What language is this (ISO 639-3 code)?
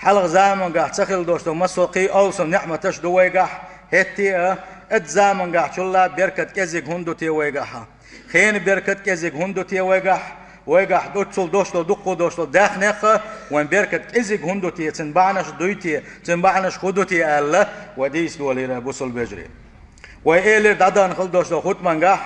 che